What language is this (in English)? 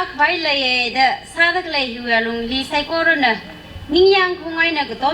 Tangkhul Naga (India)